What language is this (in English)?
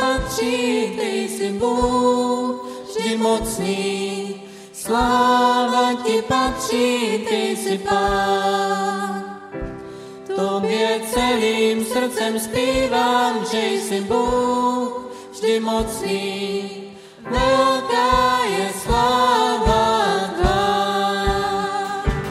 Czech